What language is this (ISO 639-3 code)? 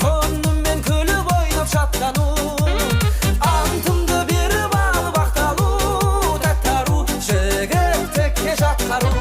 kaa